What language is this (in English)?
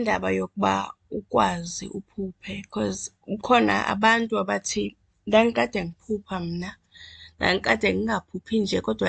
Xhosa